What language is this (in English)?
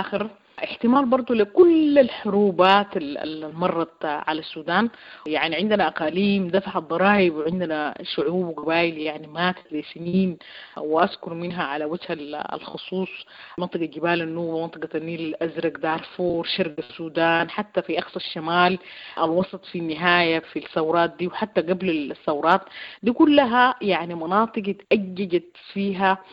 Sudanese Arabic